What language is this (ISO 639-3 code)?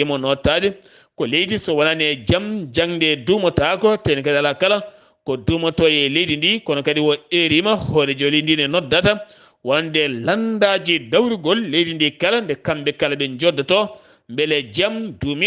ful